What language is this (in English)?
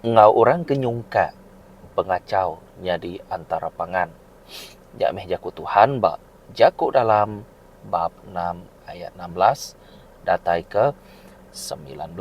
Iban